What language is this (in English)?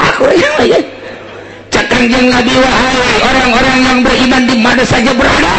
Sundanese